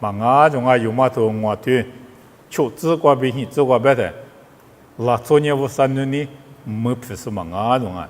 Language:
Lisu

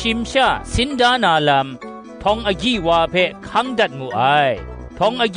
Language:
Kachin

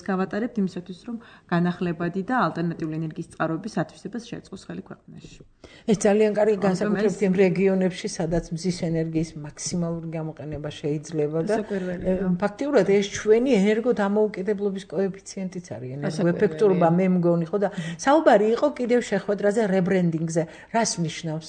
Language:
Georgian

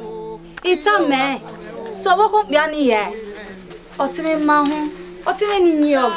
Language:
Bini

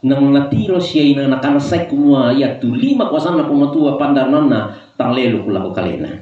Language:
Toraja-Sa'dan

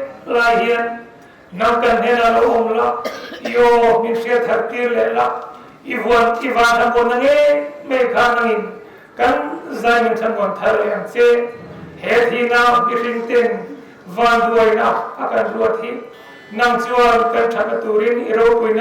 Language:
Mizo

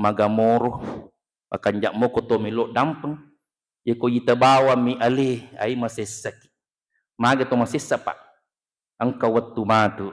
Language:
Buginese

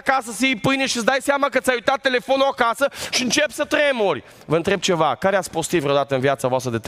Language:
Romanian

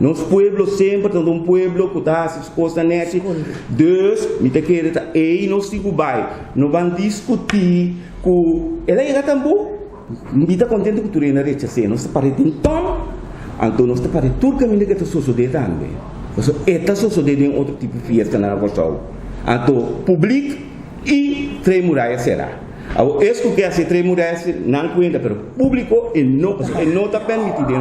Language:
Papiamento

